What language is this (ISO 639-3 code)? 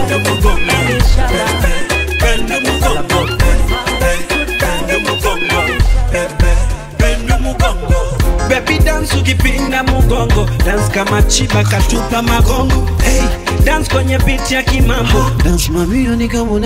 swa